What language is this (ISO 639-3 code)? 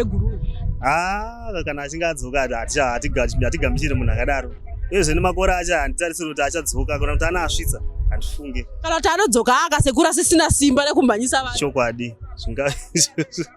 sna